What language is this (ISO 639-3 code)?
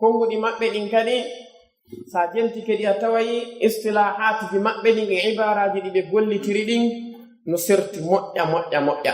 fuf